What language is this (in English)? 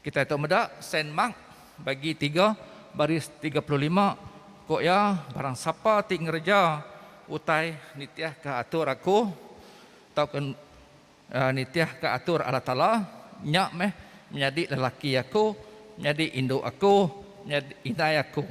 Iban